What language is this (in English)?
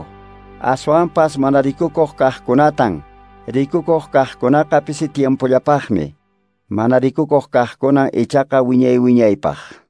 Quechua